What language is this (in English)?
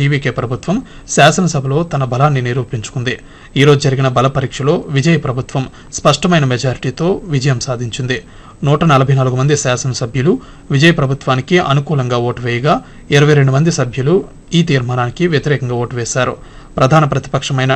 Telugu